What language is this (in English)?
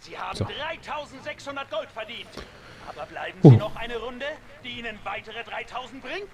Swiss German